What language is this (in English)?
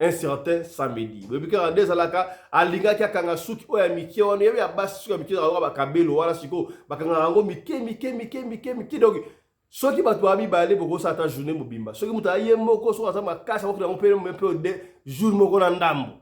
Lingala